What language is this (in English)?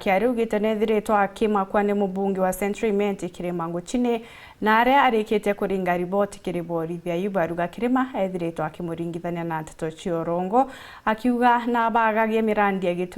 Meru